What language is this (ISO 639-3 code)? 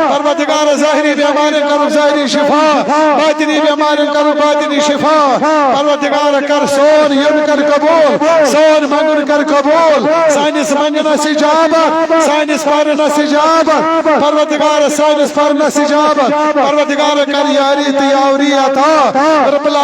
kas